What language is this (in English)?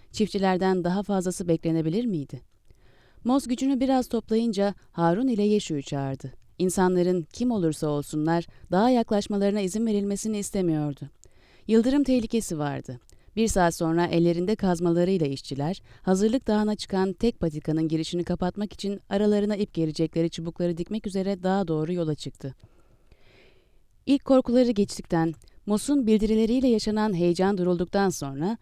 Turkish